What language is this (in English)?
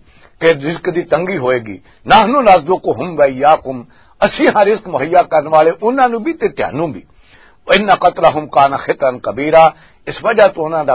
Western Panjabi